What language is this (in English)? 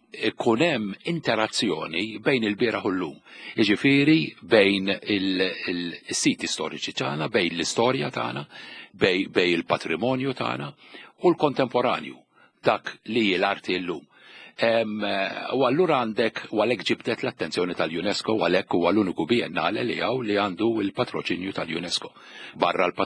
Maltese